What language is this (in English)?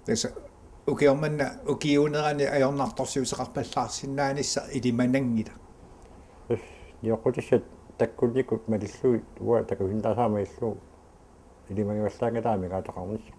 Kalaallisut